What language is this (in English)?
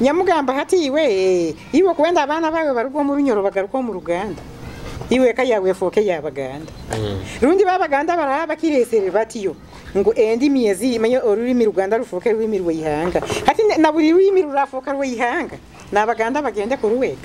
Nyoro